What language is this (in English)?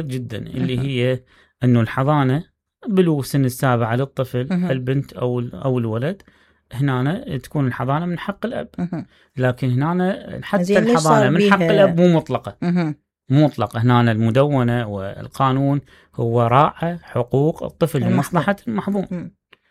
Mesopotamian Arabic